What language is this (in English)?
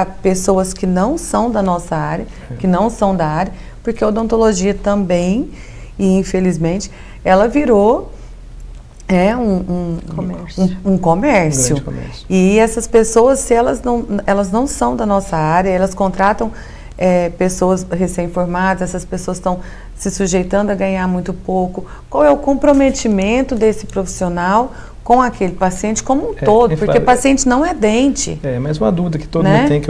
Portuguese